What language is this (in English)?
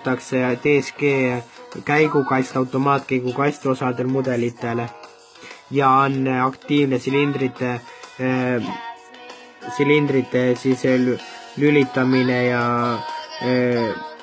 Estonian